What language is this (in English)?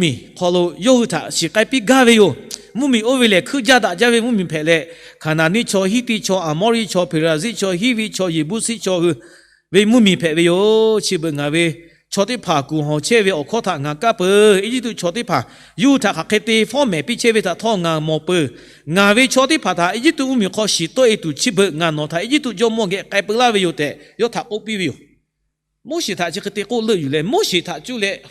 Lahu